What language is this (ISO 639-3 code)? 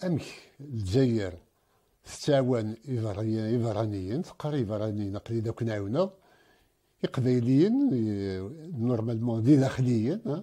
kab